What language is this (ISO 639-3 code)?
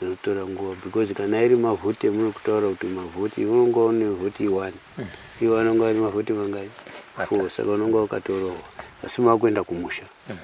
sna